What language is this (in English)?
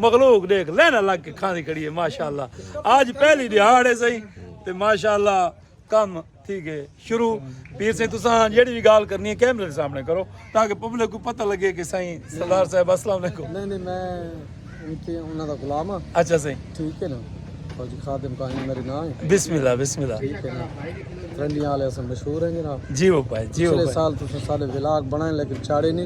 Saraiki